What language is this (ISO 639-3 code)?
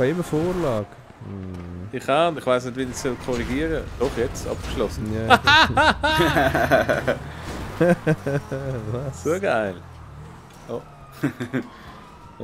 gsw